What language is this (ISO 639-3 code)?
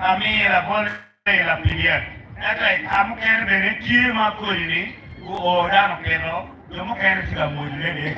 ach